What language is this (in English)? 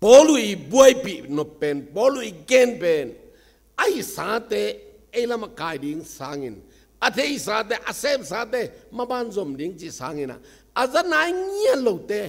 Tedim Chin